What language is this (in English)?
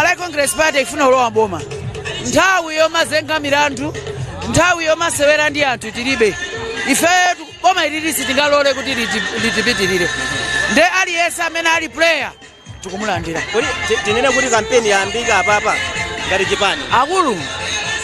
Nyanja